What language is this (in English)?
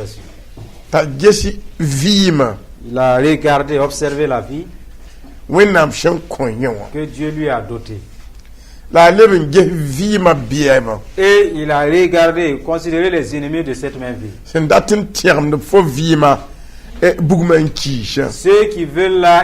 Mossi